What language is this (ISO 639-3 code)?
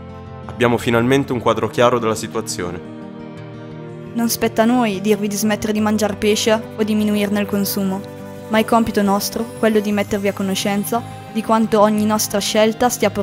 ita